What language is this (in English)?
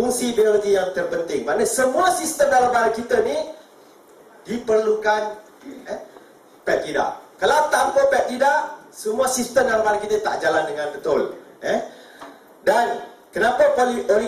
Malay